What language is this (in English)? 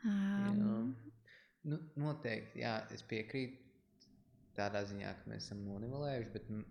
Latvian